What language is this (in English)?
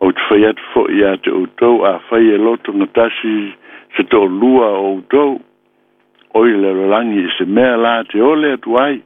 Samoan